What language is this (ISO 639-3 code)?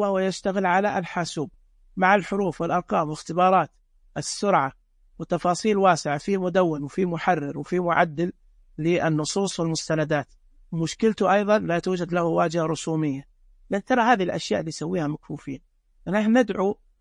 ars